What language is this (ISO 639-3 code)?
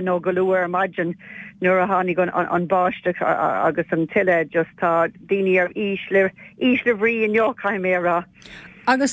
gle